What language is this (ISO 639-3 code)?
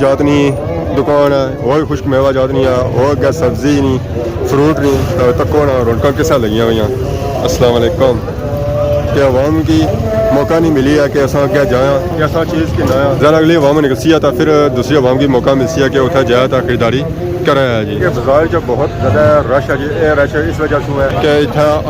phr